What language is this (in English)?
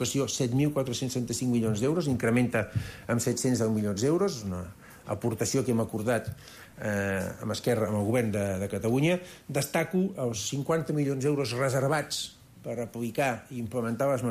Catalan